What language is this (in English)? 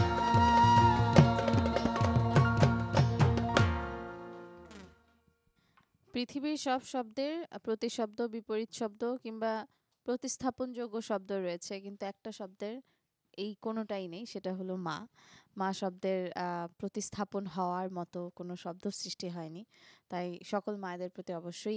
Bangla